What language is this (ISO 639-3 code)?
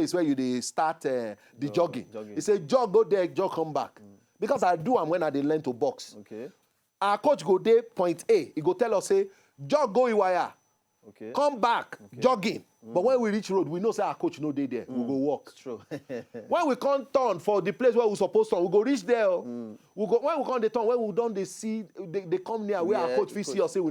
pcm